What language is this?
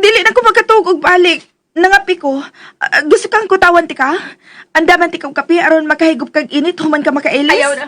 Cebuano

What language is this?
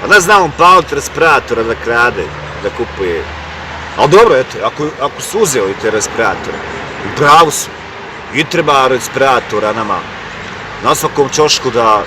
Bosnian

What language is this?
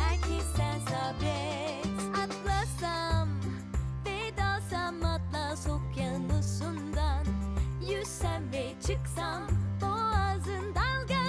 Turkish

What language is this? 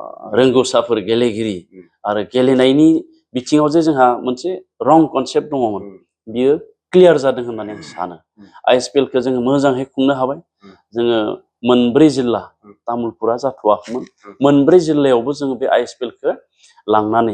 Bodo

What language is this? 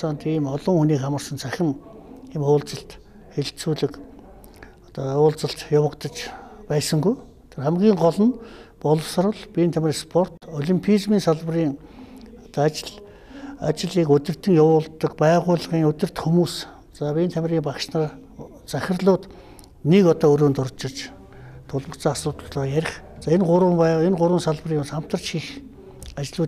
Mongolian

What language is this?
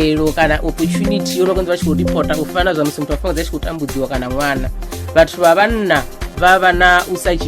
Venda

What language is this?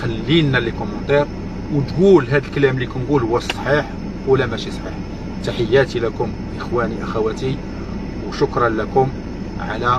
Moroccan Arabic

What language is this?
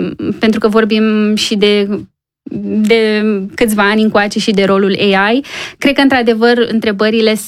Romanian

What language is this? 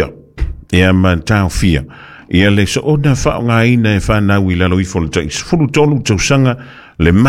Samoan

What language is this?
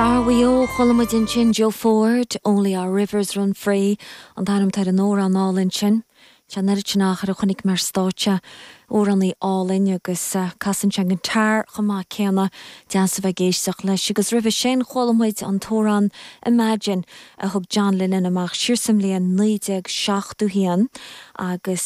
Irish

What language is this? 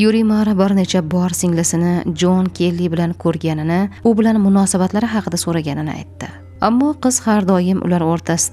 Uzbek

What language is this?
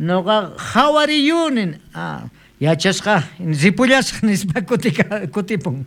South Bolivian Quechua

